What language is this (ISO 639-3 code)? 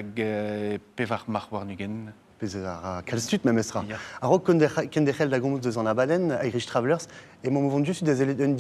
bre